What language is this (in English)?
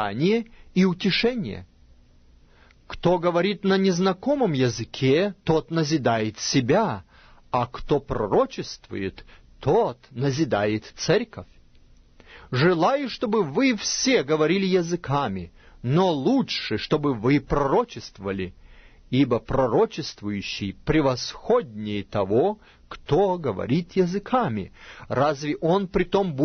Russian